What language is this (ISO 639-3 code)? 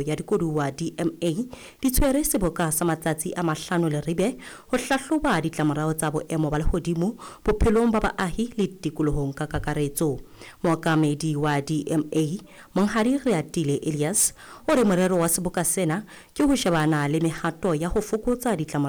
sot